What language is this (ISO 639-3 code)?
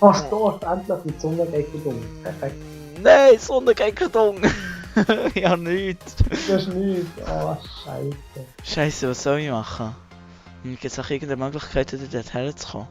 gsw